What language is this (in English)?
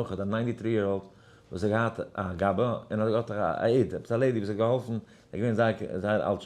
Yiddish